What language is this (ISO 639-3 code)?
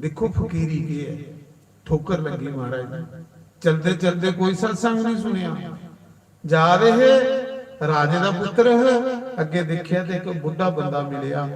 doi